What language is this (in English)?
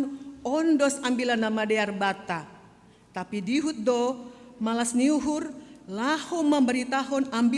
Batak Simalungun